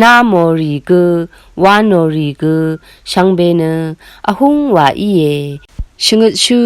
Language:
Rawang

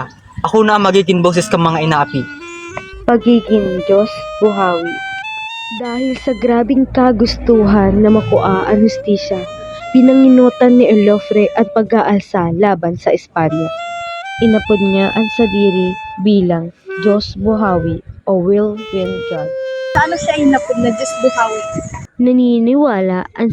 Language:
Bikol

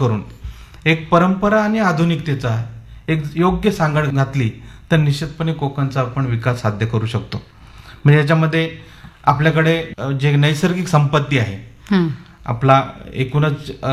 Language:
Marathi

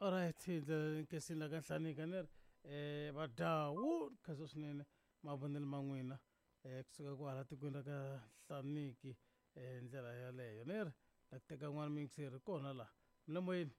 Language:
Tsonga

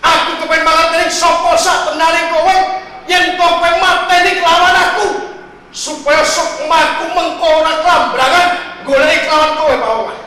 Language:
Javanese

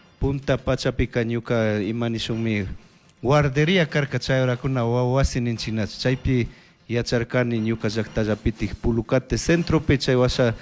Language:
Chimborazo Highland Quichua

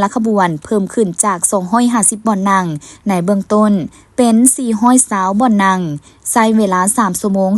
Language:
Lao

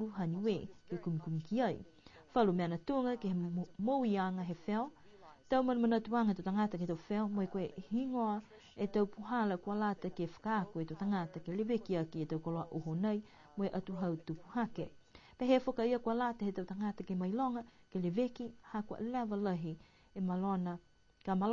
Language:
Niuean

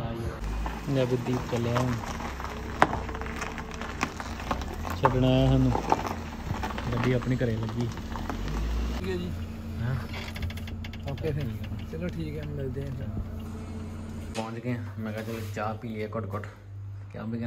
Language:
Punjabi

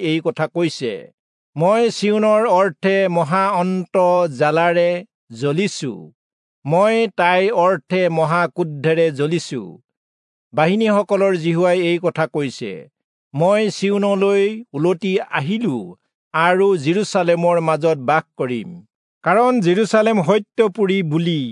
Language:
Assamese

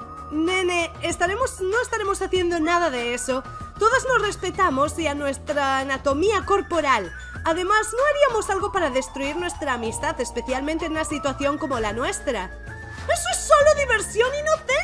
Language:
Spanish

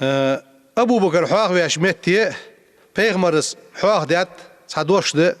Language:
Ingush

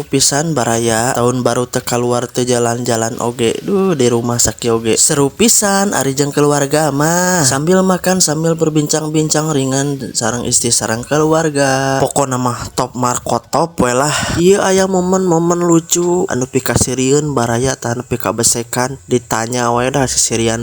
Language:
Sundanese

